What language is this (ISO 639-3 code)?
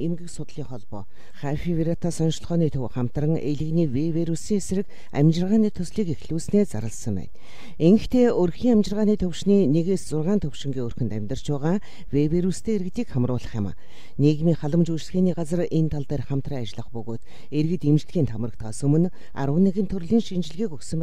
mon